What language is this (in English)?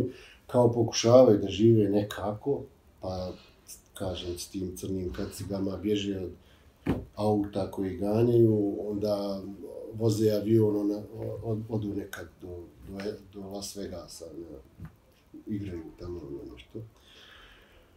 Bosnian